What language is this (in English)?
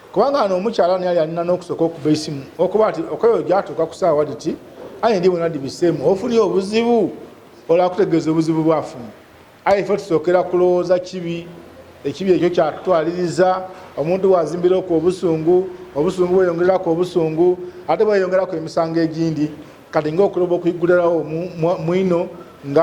Ganda